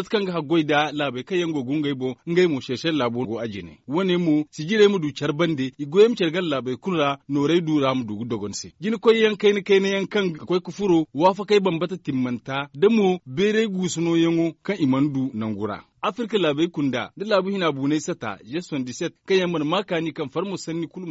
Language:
Zarma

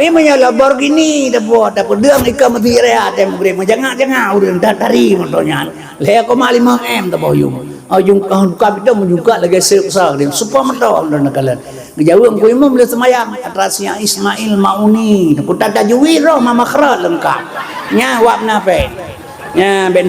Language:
Achinese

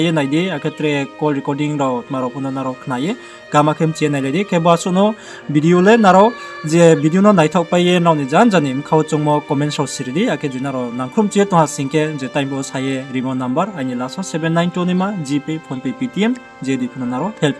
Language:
Riang (India)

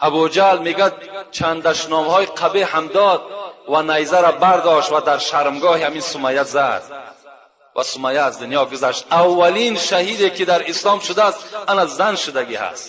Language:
Tajik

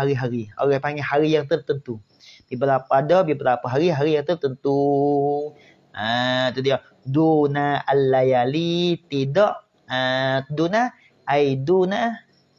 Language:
Malay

